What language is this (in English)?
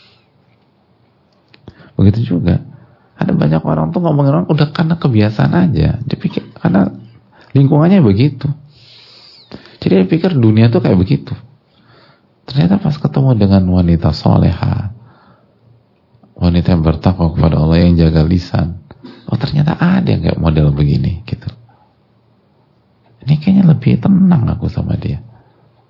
Indonesian